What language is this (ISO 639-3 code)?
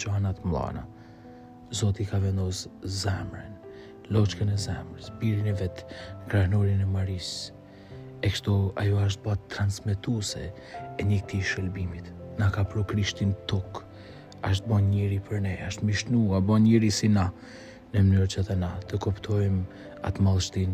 sqi